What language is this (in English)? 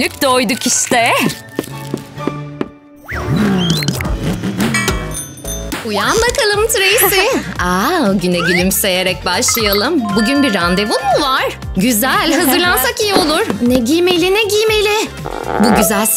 Turkish